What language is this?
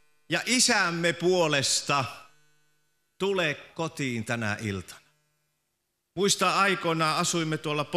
Finnish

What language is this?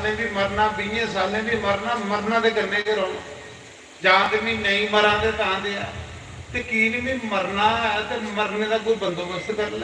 Dogri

